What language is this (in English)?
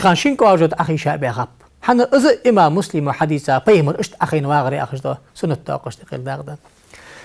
Ingush